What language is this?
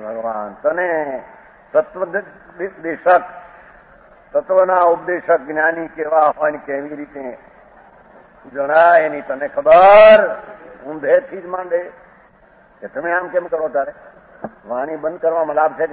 Gujarati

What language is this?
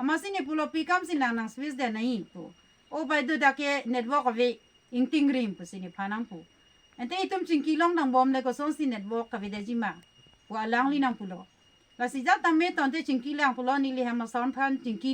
Karbi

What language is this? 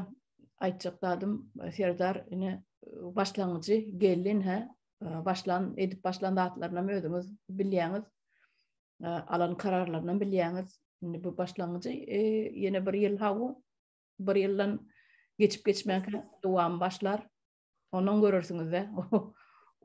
Turkmen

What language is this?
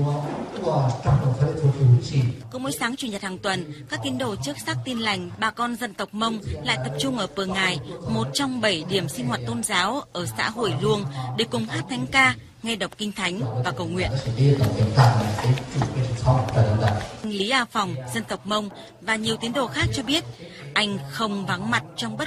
Vietnamese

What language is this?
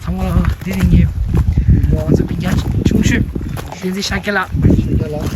Tibetan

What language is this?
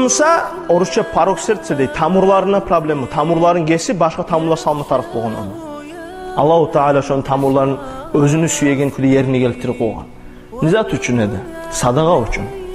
Kumyk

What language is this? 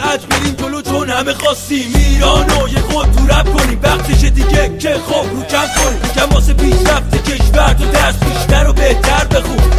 Persian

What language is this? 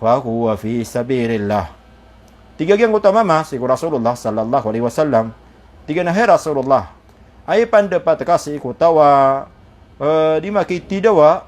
Maranao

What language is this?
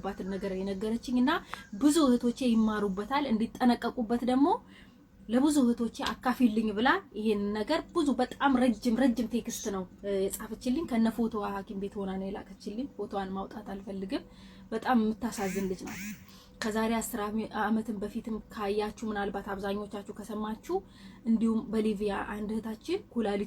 Amharic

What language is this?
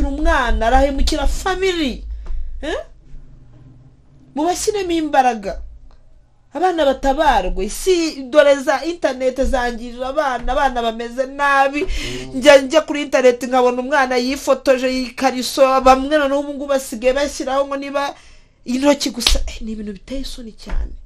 Kinyarwanda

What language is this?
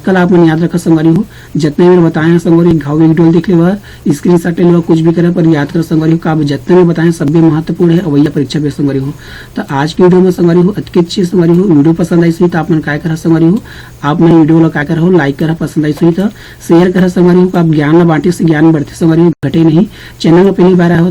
Chhattisgarhi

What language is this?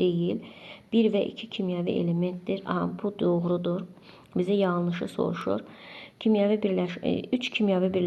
Azerbaijani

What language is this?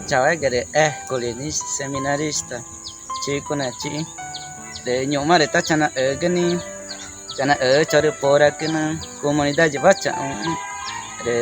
Ticuna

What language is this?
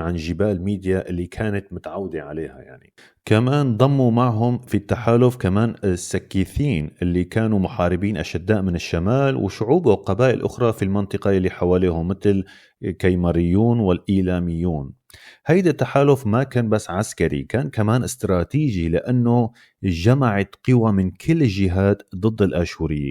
North Levantine Arabic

